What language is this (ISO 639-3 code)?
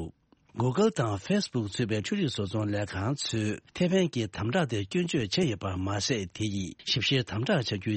bod